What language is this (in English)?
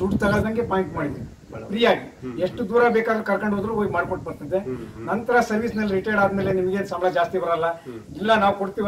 Kannada